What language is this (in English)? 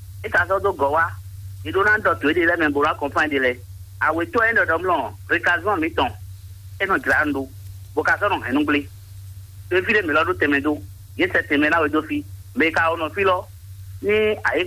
Fon